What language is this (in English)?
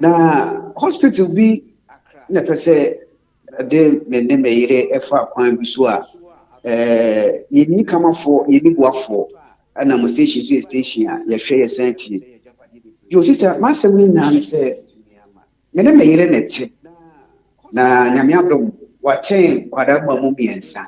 Akan